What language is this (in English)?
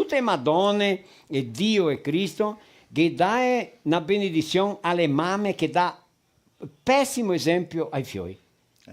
Venetian